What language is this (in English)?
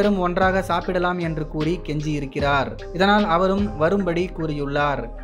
Tamil